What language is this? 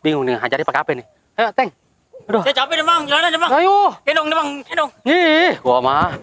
Betawi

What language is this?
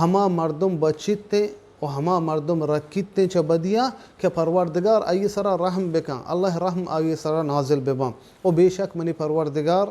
Baluchi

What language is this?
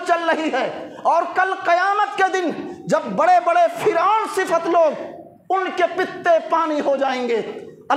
Urdu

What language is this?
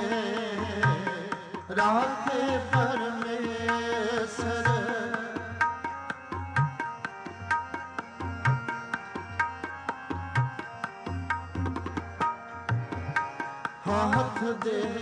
Punjabi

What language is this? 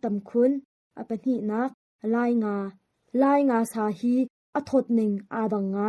Hakha Chin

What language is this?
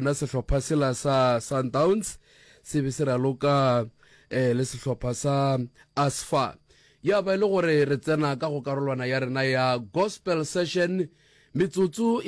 Northern Sotho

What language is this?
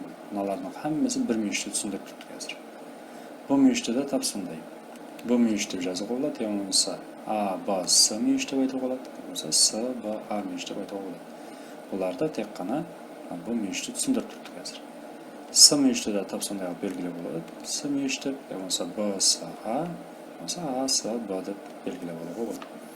Kara-Kalpak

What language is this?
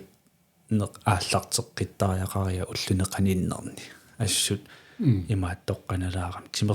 Kalaallisut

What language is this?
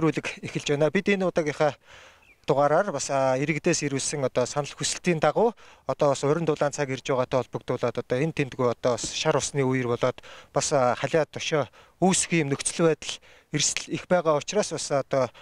Mongolian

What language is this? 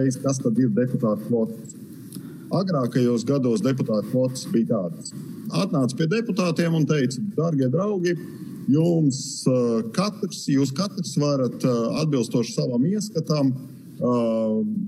Latvian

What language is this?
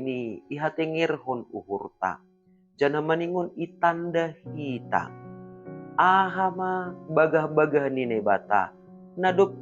Batak Simalungun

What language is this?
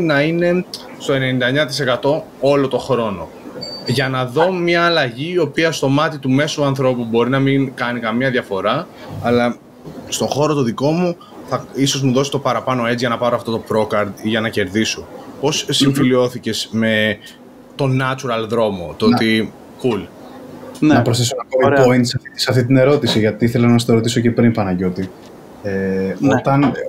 Greek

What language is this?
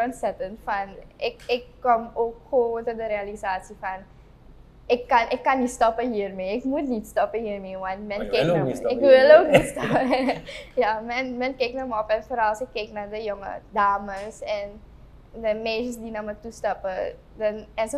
Dutch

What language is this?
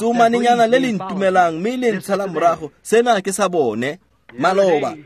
Tswana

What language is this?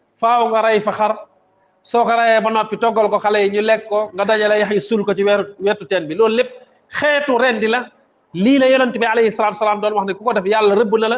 Wolof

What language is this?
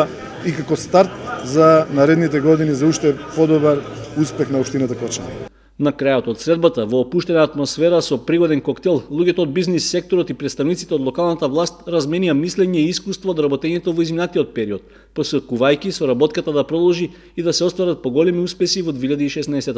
Macedonian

